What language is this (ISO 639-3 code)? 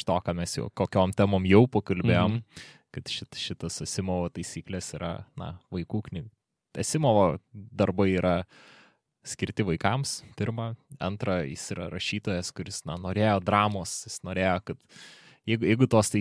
lit